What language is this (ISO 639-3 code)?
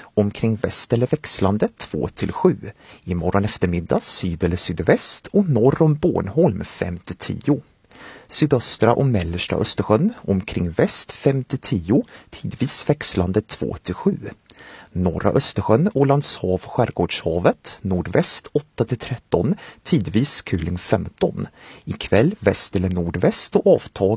swe